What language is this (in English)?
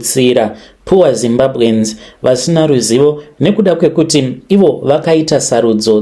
Shona